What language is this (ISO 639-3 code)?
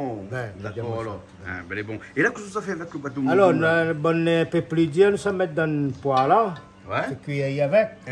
rcf